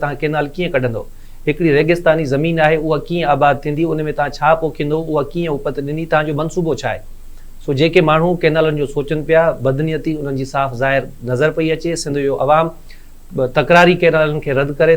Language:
Sindhi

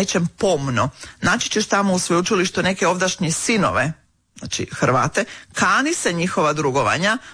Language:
Croatian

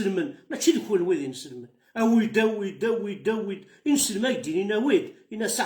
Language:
Kabyle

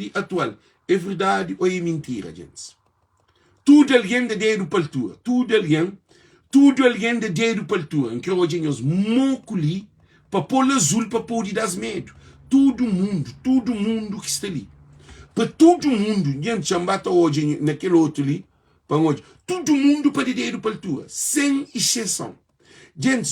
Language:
Kabuverdianu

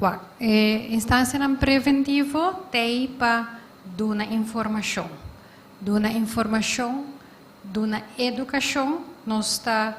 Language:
Papiamento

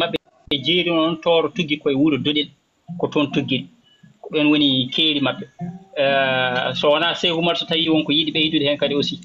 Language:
Fula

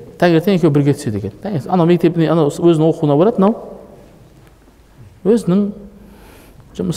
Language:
Kazakh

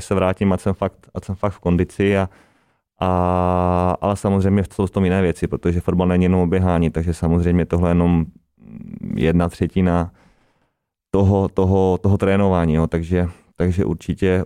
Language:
Czech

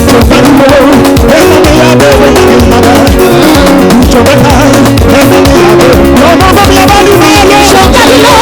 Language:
Luo (Kenya and Tanzania)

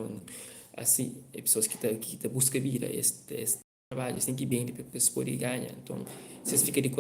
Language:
Kabuverdianu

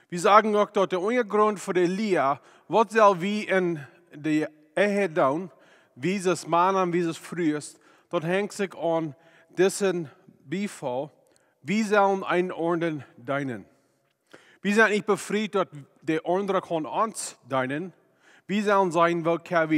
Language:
Plautdietsch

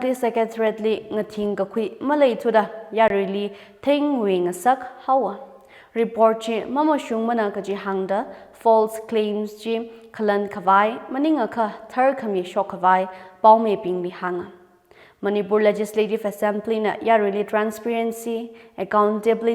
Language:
Tangkhul Naga (India)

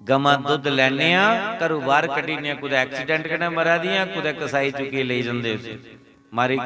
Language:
Dogri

